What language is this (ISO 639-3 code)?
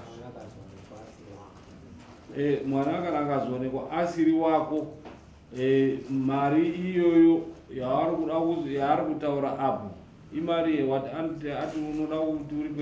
sna